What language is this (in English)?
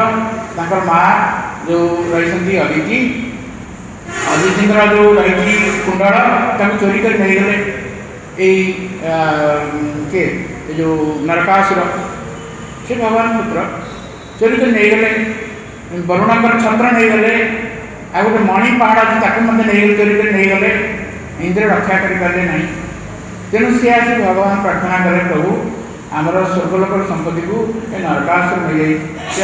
Odia